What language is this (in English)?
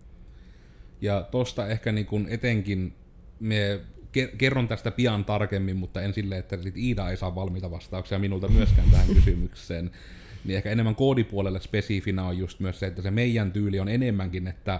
Finnish